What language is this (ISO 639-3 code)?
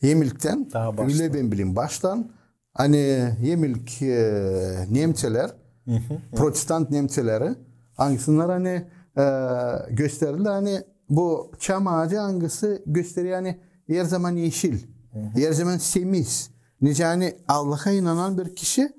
gag